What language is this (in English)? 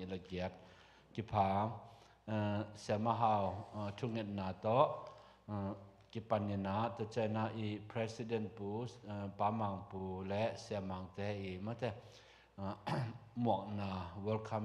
Tedim Chin